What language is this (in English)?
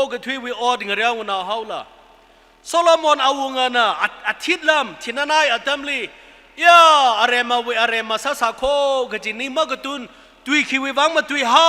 Tangkhul Naga (India)